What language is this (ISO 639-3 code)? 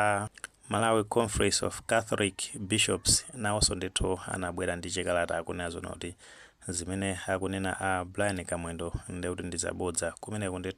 nya